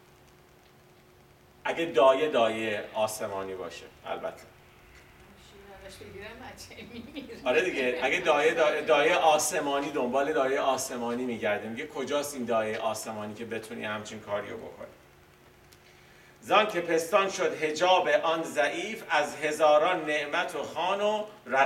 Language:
Persian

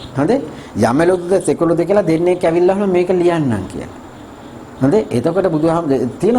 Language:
Sinhala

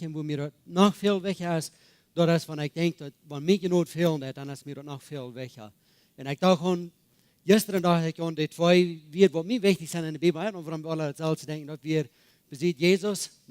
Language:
Plautdietsch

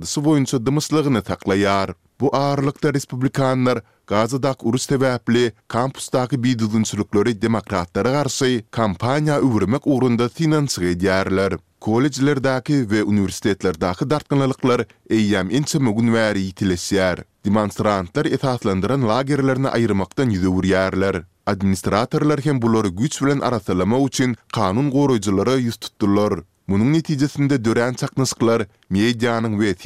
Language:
Turkmen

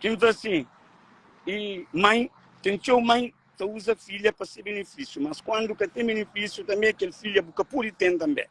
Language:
Kabuverdianu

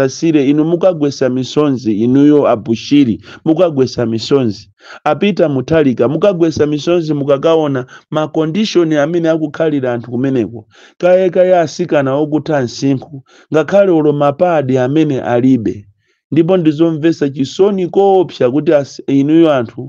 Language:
Nyanja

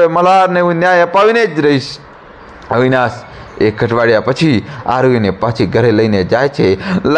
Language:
Gujarati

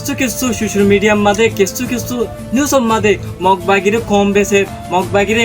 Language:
Rohingya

